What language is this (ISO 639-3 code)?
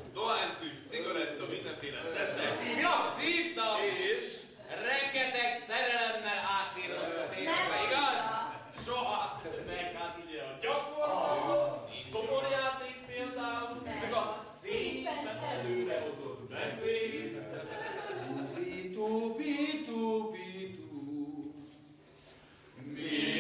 hun